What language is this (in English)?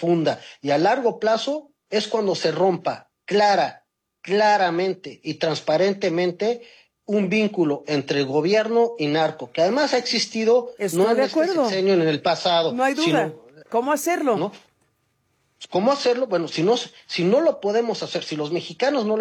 Spanish